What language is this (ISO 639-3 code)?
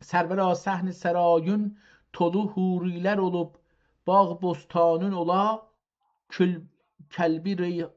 azb